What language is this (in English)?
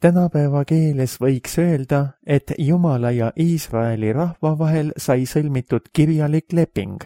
Estonian